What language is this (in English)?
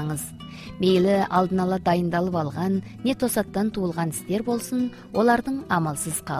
Kazakh